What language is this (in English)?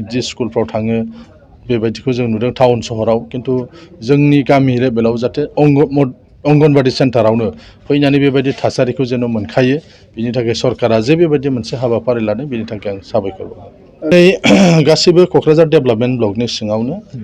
Bodo